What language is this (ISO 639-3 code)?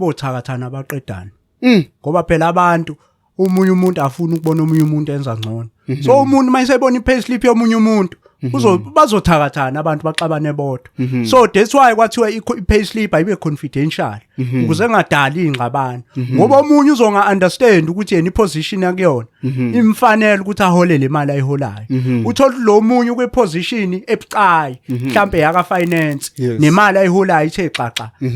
zul